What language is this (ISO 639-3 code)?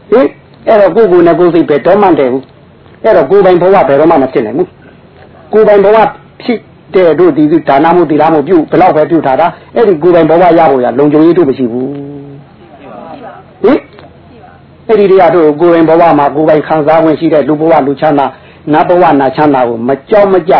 mya